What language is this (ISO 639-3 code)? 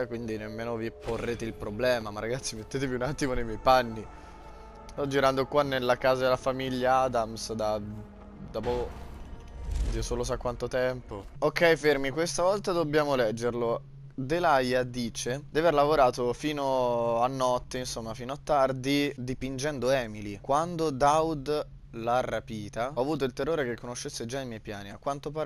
ita